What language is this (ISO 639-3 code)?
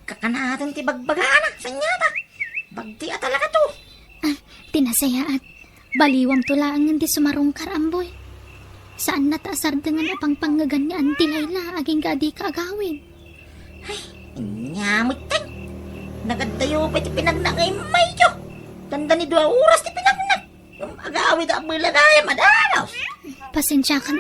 ilo